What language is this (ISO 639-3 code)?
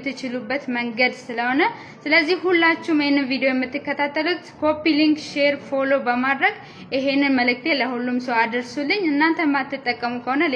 amh